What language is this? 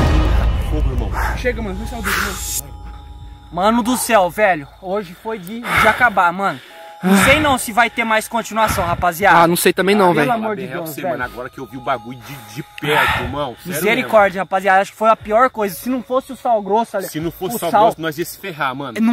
Portuguese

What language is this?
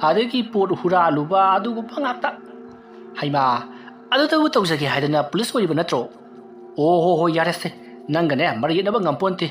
Manipuri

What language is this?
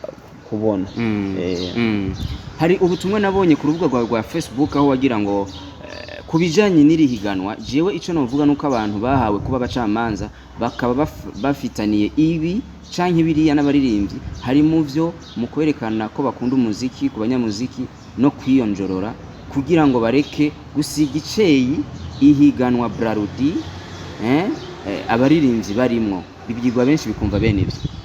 Rundi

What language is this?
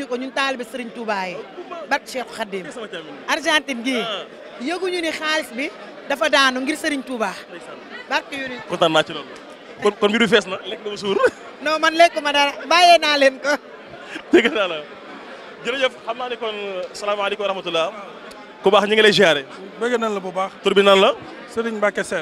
Wolof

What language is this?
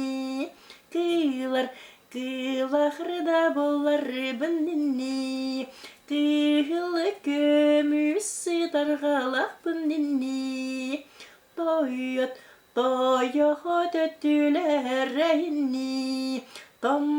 Yakut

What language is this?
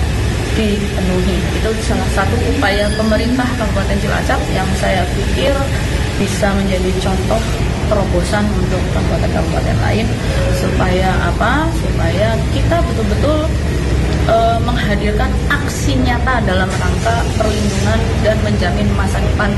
Indonesian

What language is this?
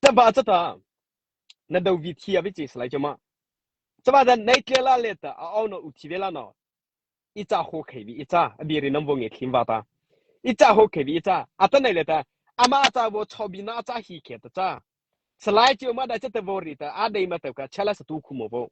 Mara Chin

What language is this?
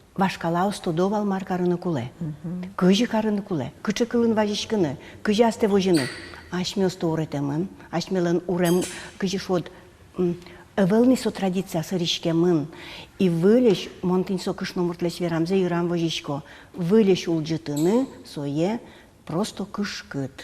Udmurt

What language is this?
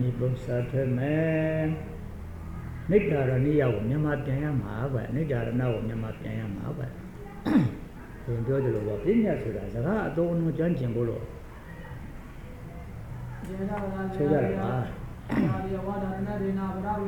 Burmese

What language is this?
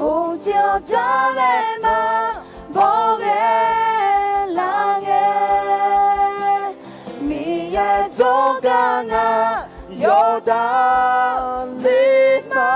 Akha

